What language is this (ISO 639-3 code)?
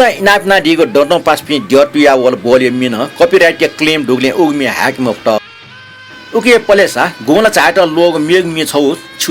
new